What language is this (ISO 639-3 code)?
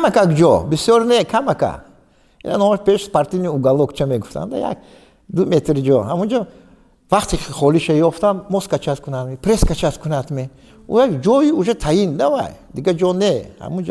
tgk